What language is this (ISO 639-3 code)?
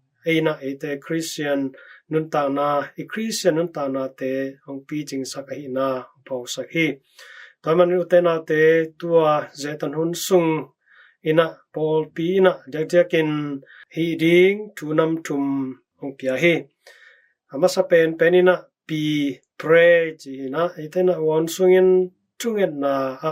ctd